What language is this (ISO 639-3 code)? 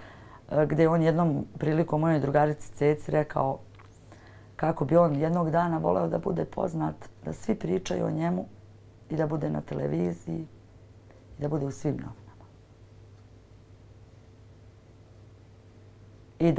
bos